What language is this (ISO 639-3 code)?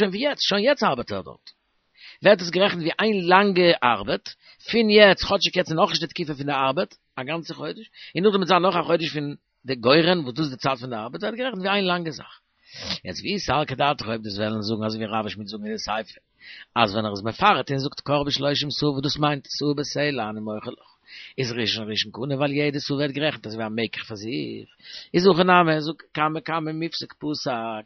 yid